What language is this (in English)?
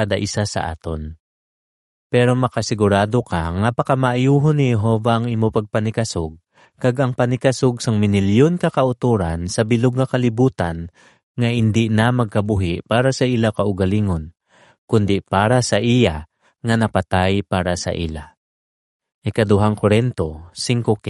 Hiligaynon